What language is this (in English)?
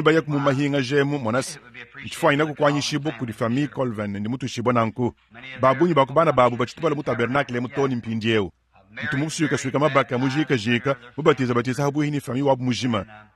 Luba-Lulua